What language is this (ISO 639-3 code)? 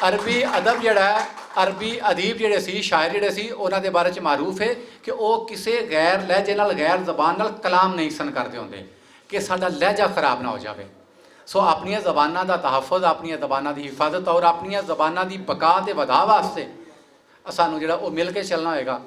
lah